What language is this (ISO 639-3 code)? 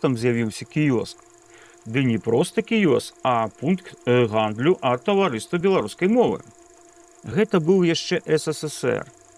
bel